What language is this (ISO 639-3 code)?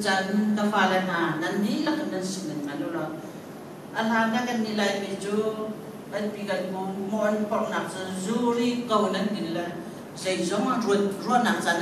cnh